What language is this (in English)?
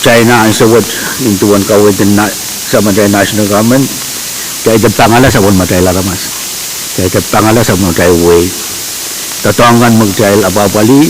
Pohnpeian